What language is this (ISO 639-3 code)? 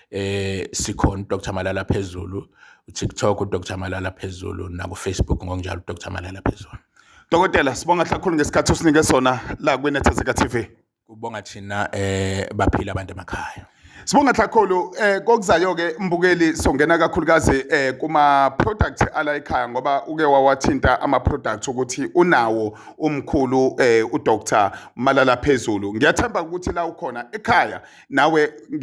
zul